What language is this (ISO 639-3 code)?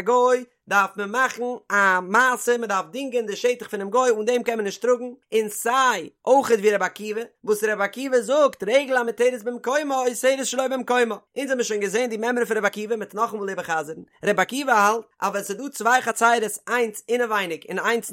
yid